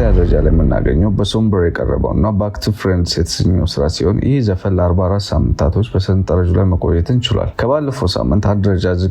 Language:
Amharic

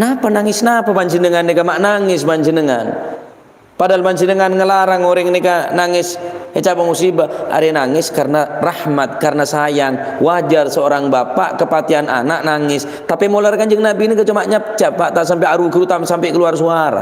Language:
Madurese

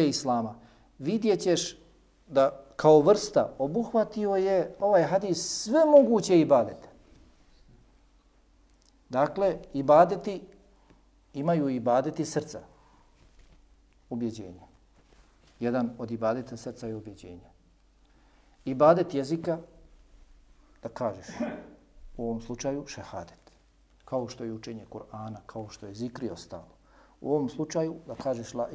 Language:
Bosnian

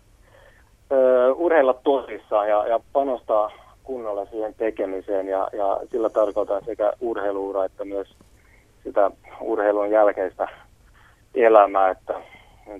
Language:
Finnish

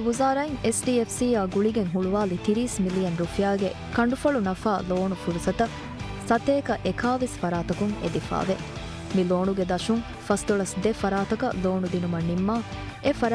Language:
Divehi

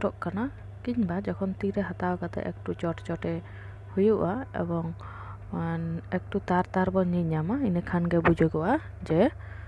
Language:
Santali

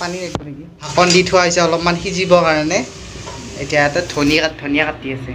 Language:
Assamese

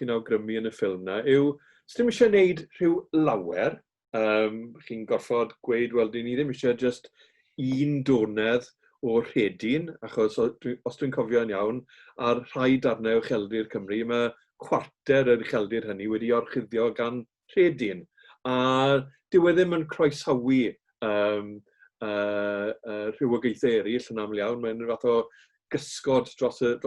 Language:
Welsh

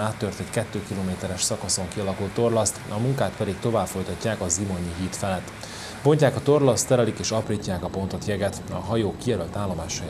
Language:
Hungarian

